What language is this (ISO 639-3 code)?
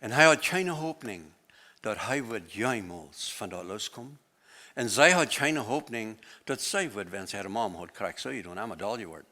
pdt